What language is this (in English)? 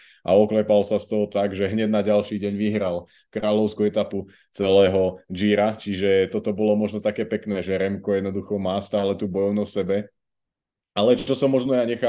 Slovak